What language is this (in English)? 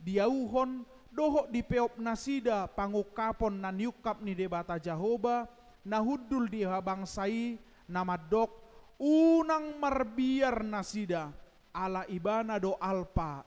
Batak Toba